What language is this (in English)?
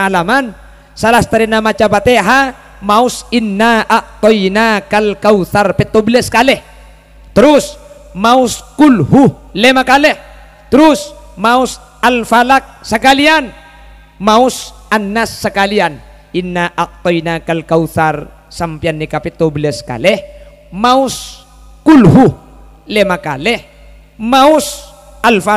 Madurese